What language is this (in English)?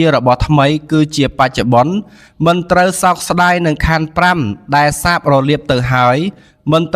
Khmer